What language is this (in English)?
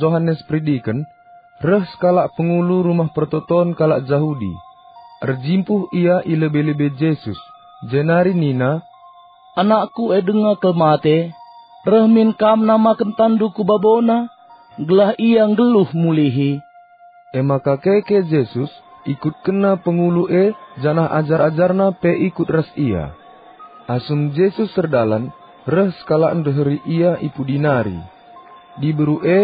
Batak Karo